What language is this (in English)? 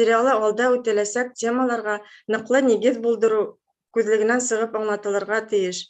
Bashkir